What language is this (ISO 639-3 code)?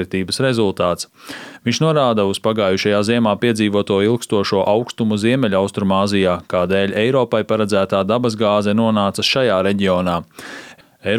lav